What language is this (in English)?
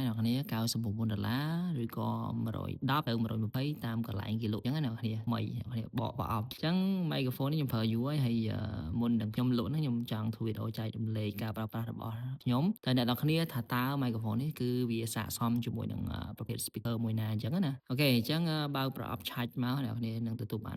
Khmer